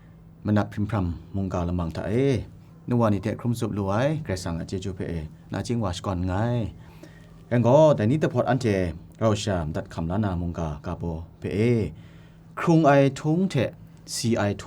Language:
Kachin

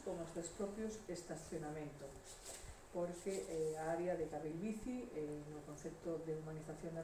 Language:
Galician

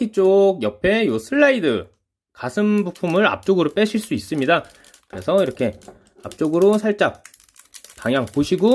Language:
Korean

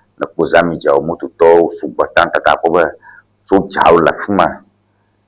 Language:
Ewe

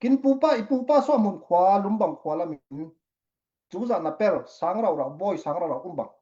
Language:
Falam Chin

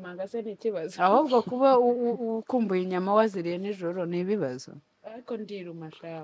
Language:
Kinyarwanda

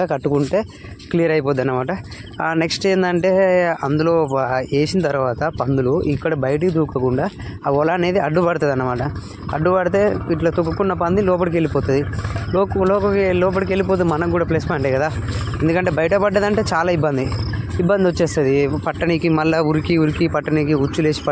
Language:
Telugu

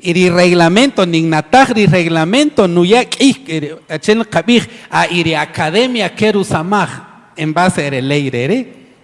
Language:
Kaqchikel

